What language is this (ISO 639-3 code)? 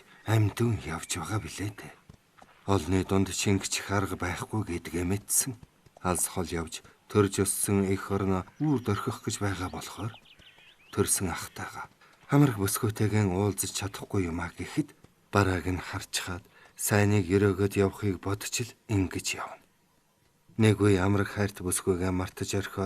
mon